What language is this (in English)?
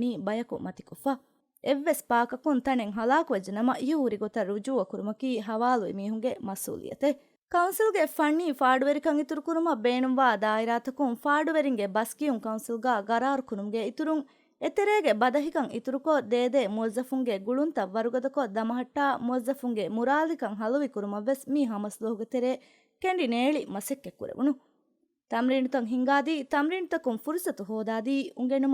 Divehi